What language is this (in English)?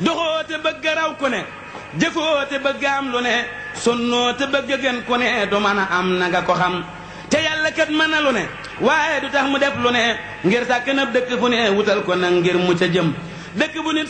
Wolof